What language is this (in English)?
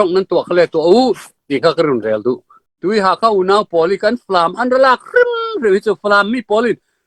Falam Chin